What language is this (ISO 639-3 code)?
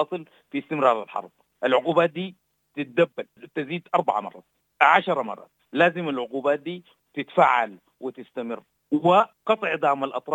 apd